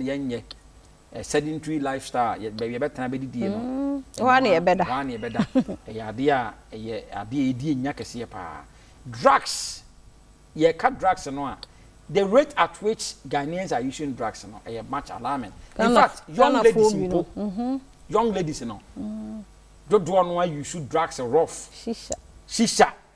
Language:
Akan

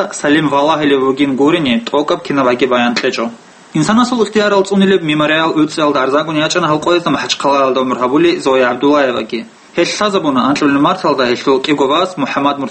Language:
Avaric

